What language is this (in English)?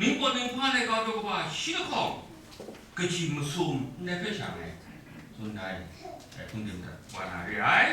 Kachin